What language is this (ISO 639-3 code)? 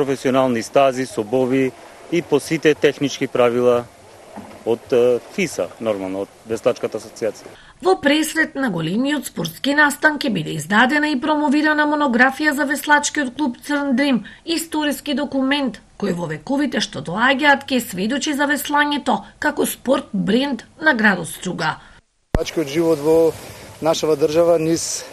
mkd